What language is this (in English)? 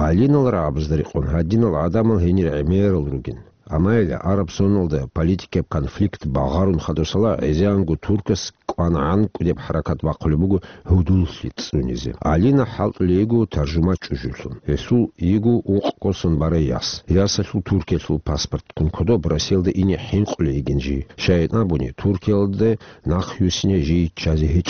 Avaric